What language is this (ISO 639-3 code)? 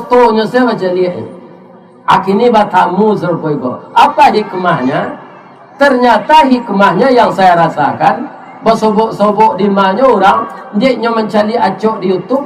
min